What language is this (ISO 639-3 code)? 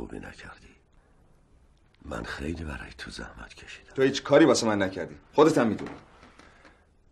fas